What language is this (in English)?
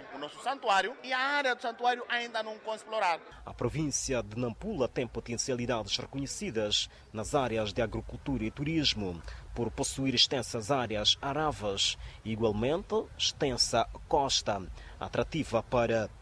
Portuguese